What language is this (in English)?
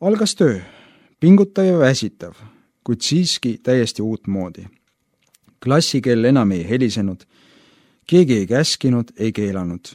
Estonian